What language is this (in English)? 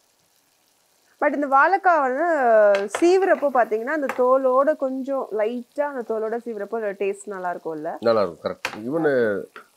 Tamil